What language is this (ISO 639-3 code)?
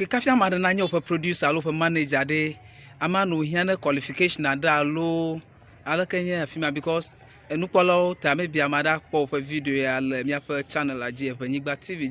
ewe